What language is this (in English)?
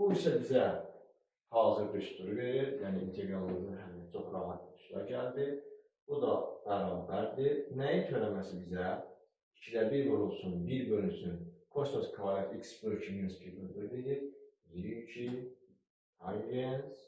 Azerbaijani